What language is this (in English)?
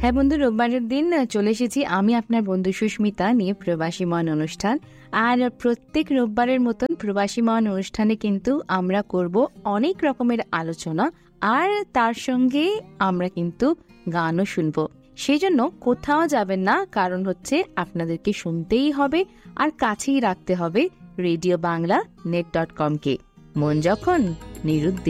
Bangla